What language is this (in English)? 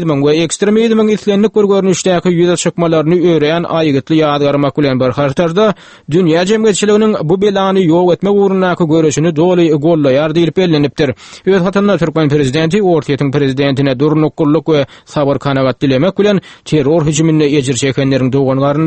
Turkmen